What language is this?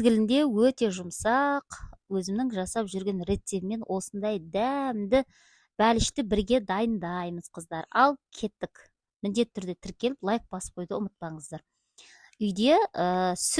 Kazakh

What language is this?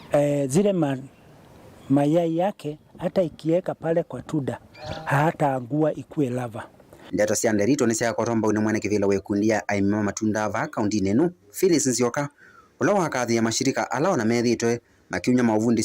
Kamba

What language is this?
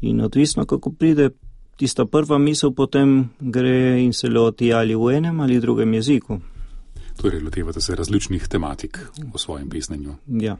Slovenian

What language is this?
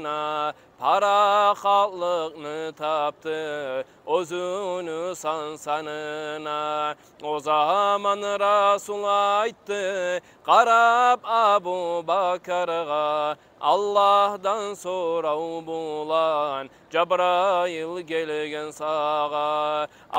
Kumyk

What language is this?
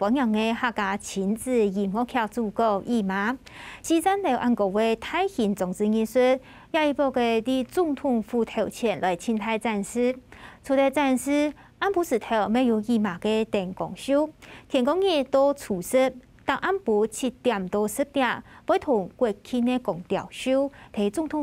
Hakka Chinese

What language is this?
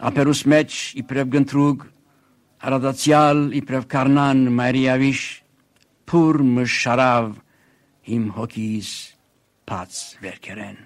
Armenian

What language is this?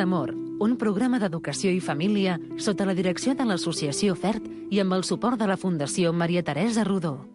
Catalan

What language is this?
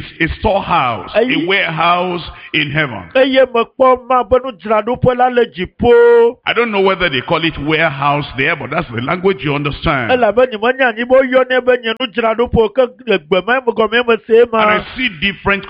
Ewe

